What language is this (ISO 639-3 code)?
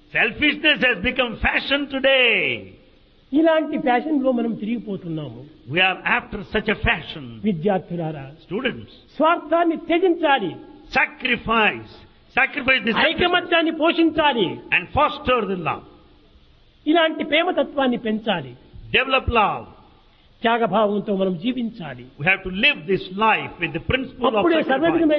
tel